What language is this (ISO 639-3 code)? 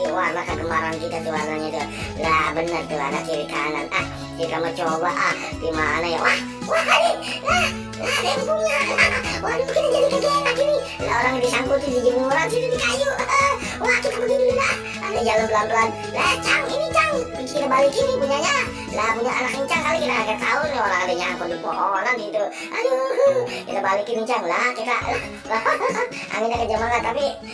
bew